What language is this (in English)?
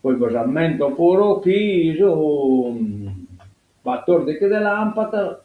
Sardinian